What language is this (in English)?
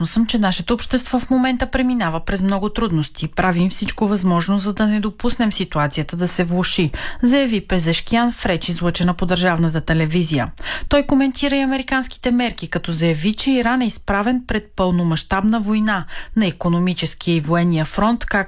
Bulgarian